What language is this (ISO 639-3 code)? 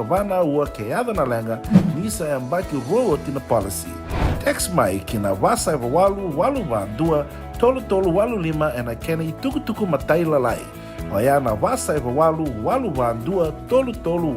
fij